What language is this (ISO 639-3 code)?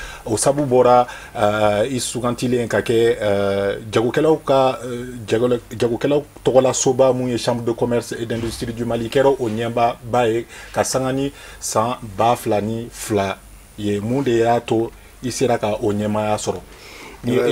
bam